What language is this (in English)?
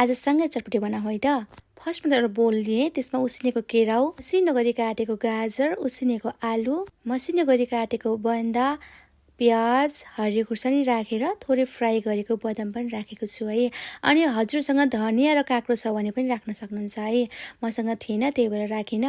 Nepali